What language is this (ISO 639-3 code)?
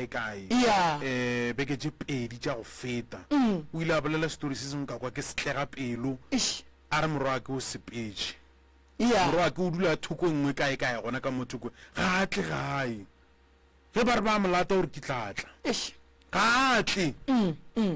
nso